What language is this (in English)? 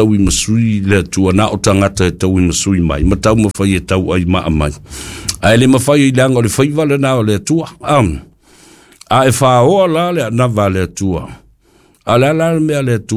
Samoan